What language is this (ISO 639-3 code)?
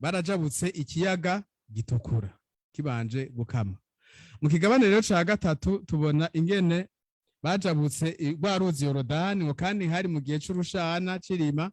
run